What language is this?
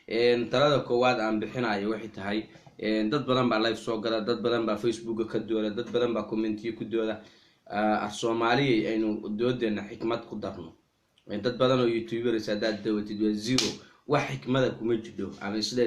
Somali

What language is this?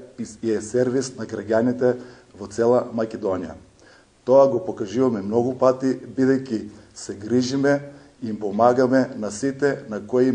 Macedonian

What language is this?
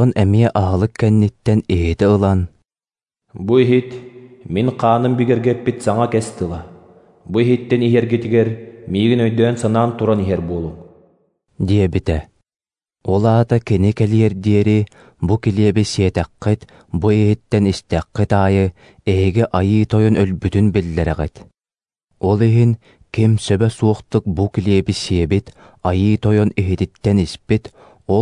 Yakut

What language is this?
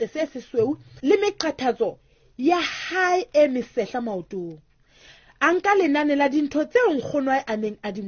Southern Sotho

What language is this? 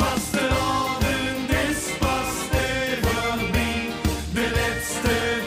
Limburgish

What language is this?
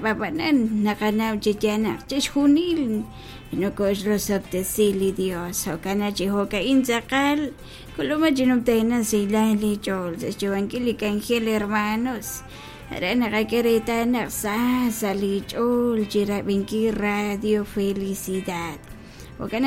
Kekchí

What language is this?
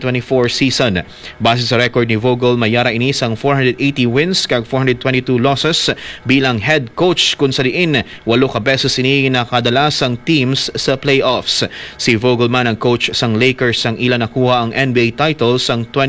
Hiligaynon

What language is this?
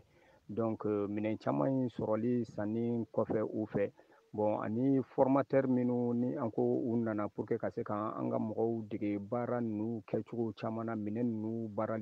Bambara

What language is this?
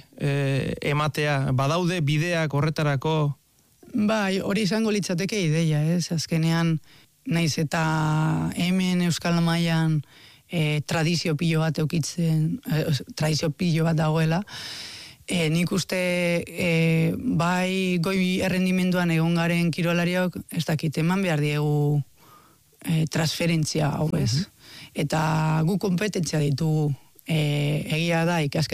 Basque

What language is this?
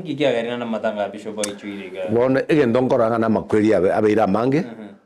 Gusii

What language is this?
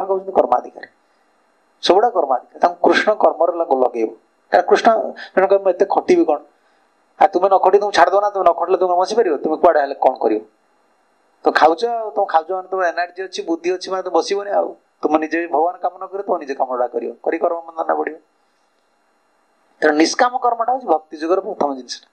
Odia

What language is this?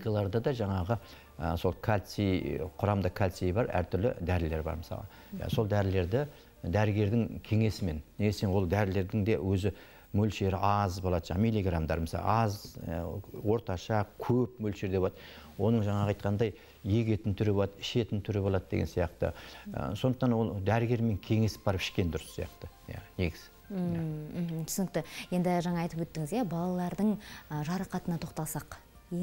Kazakh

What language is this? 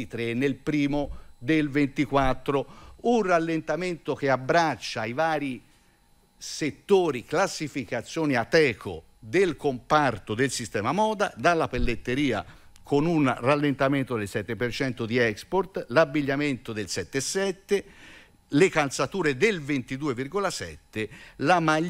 Italian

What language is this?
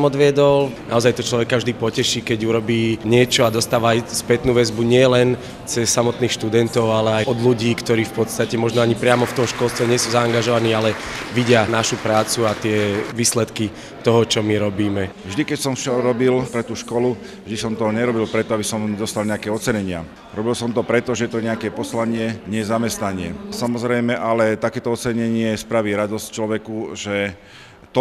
Slovak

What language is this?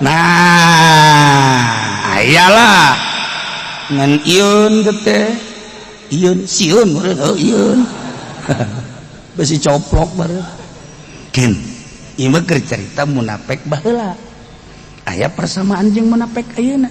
Sundanese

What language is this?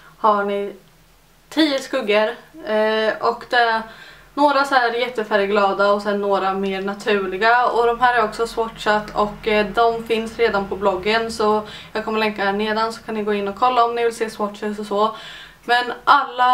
Swedish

